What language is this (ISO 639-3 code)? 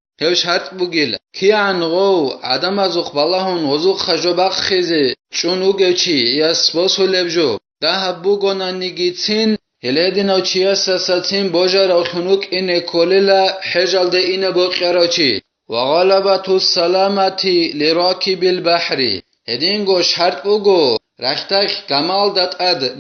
ava